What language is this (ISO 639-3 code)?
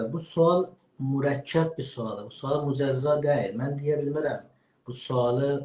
azb